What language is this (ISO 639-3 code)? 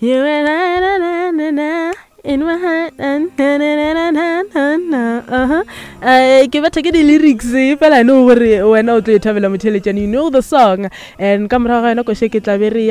nso